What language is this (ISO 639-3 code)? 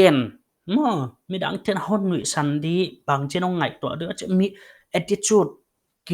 pck